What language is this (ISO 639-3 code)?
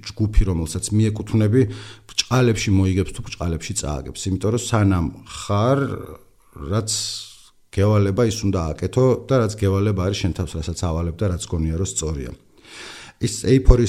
kat